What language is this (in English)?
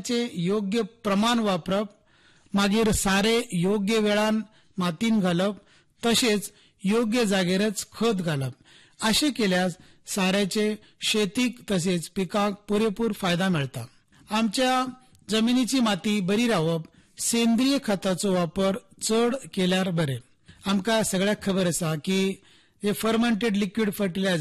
Konkani